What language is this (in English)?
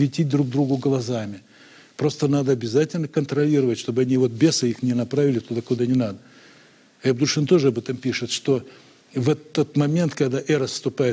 Russian